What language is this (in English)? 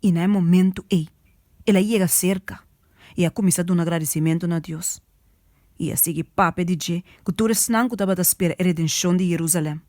Papiamento